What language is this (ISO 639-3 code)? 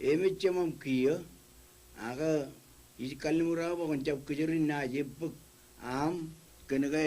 mah